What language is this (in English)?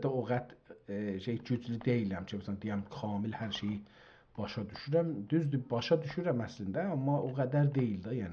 South Azerbaijani